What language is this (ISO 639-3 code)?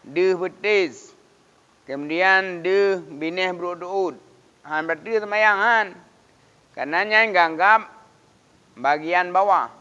ace